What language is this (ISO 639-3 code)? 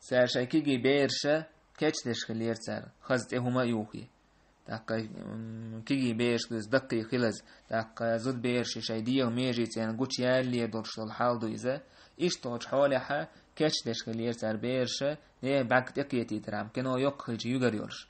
che